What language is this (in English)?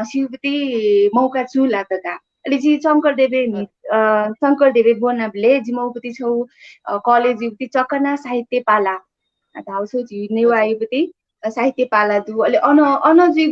Newari